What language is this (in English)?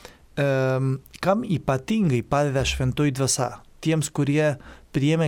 Lithuanian